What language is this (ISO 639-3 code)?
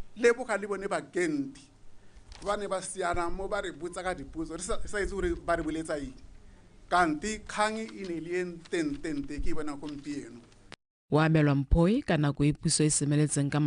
tsn